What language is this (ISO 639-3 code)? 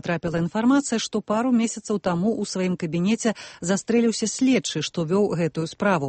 bel